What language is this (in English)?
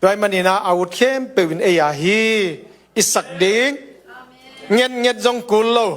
Tedim Chin